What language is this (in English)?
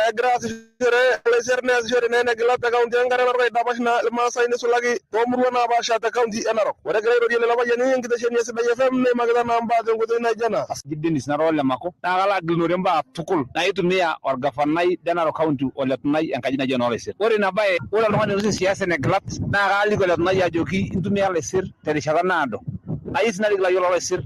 Masai